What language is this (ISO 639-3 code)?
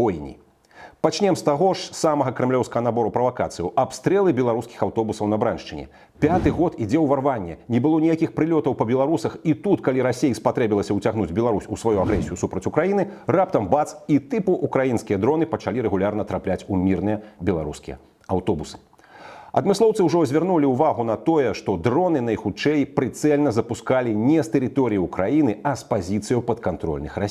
bel